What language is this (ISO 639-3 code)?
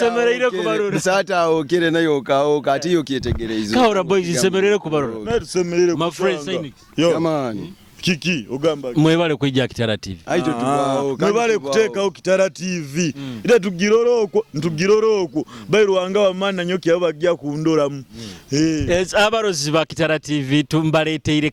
nyo